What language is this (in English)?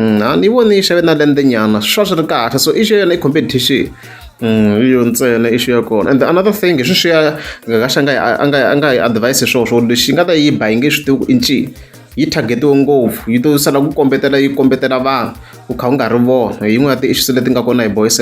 Tsonga